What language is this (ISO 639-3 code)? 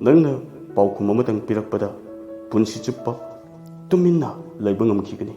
mni